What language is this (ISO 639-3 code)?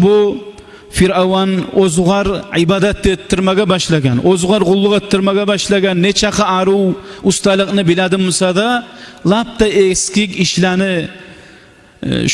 kum